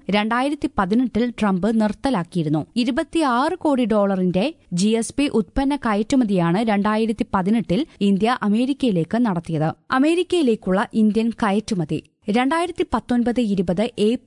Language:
Malayalam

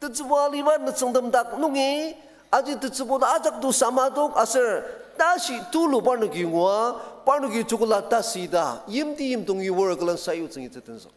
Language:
Ao Naga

